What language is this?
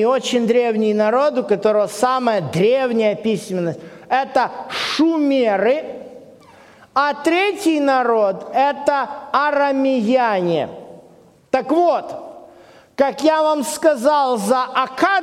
Russian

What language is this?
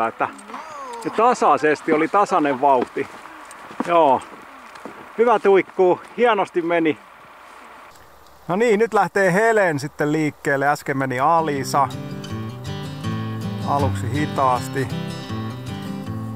Finnish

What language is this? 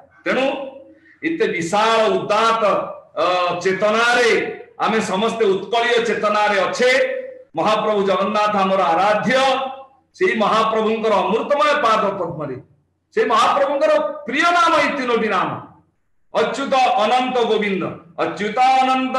Odia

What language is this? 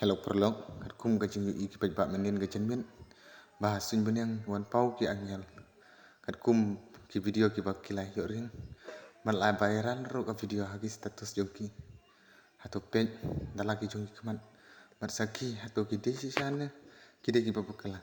Khasi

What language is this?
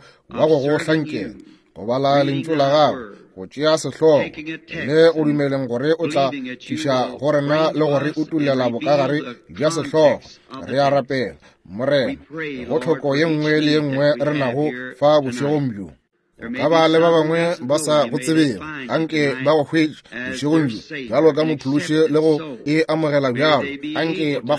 Northern Sotho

